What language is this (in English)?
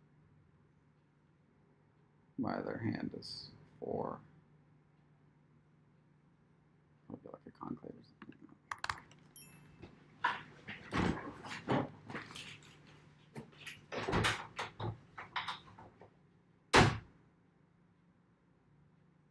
English